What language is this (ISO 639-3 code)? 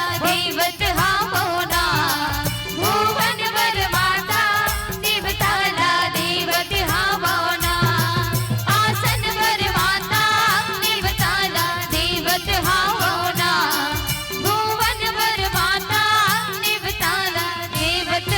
hne